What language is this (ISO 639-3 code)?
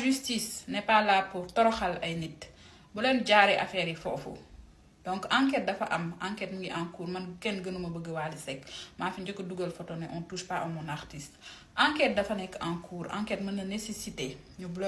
wol